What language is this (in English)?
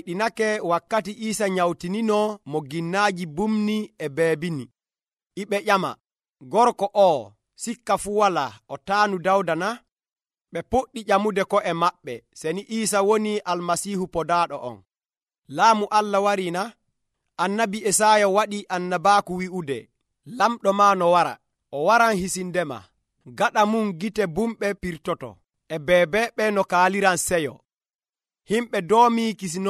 Nigerian Fulfulde